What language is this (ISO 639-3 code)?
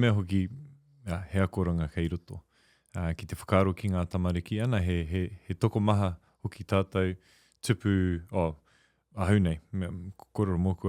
mri